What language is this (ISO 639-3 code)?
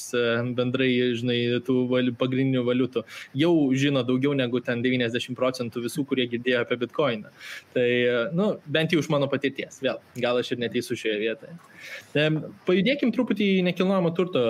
lit